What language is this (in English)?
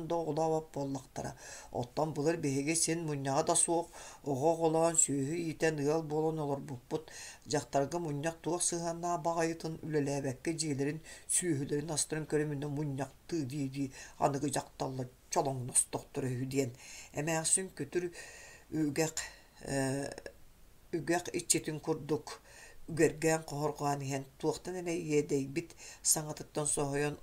Yakut